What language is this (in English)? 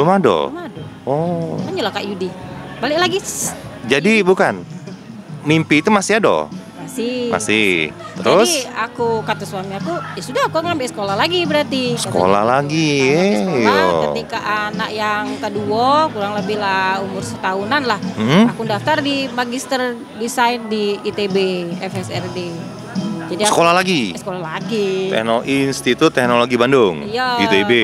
Musi